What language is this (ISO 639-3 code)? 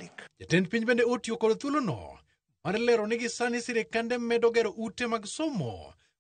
luo